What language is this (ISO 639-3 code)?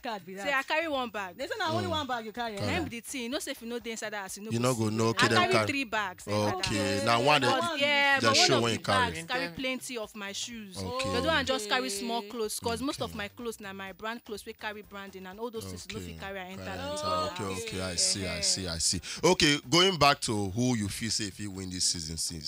pcm